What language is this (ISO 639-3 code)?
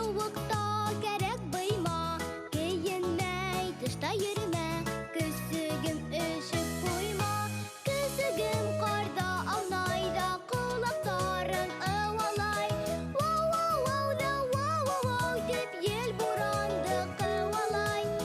bak